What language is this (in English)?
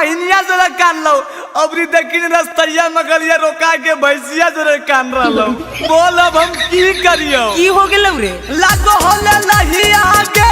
Magahi